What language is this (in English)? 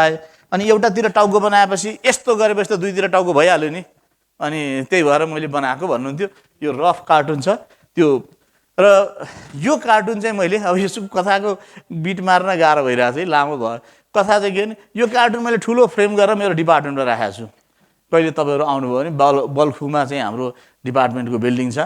Nepali